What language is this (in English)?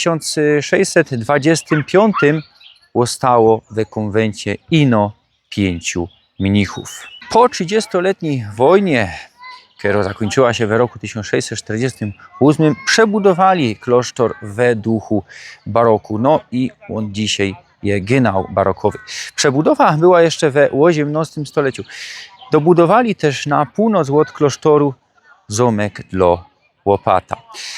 Silesian